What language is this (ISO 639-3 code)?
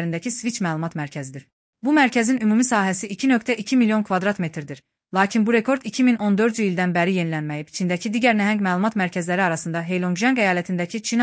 aze